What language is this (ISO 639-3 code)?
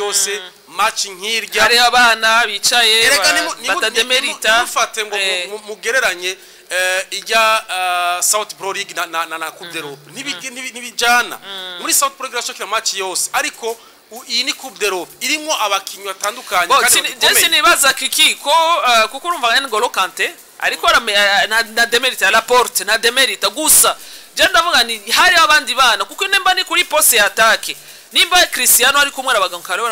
run